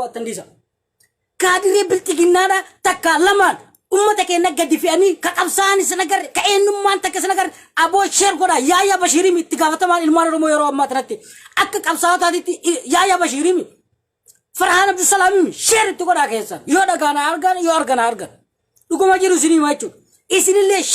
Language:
Oromo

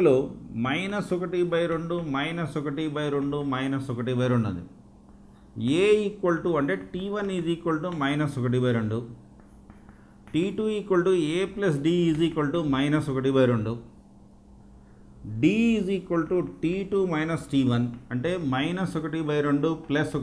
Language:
Telugu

